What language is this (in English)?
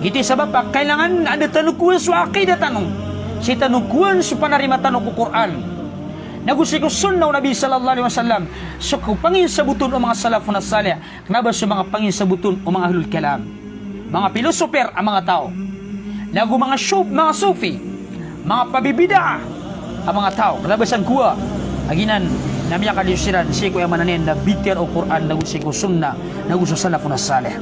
Maranao